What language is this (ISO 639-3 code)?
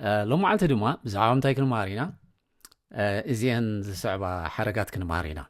tir